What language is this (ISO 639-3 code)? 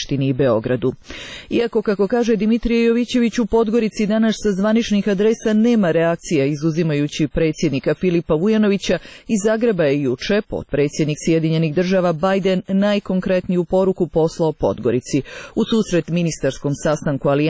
srp